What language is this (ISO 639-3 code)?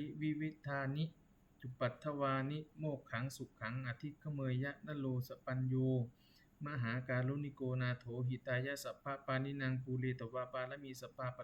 pli